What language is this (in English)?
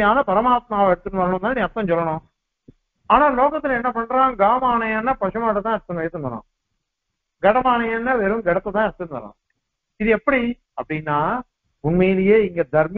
Tamil